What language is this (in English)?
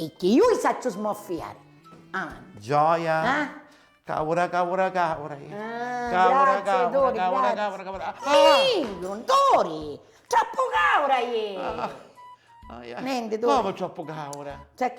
Sicilian